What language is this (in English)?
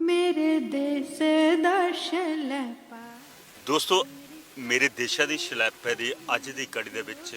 Dogri